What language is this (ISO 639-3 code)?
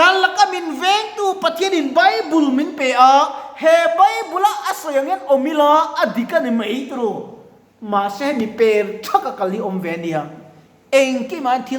lus